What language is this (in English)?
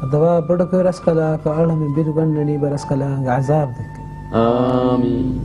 Divehi